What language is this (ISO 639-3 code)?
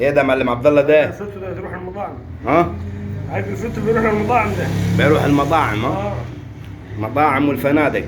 arz